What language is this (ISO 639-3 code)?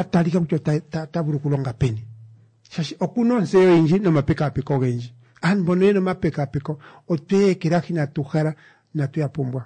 kua